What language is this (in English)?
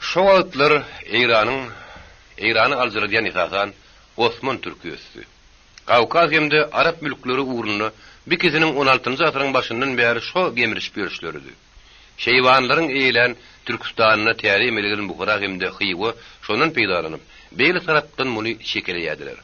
Turkmen